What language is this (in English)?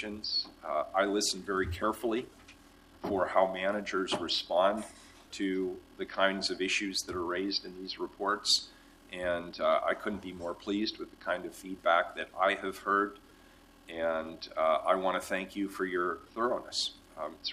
English